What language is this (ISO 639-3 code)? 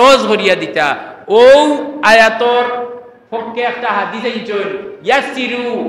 syl